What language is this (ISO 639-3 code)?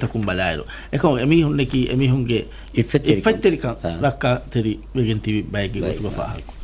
div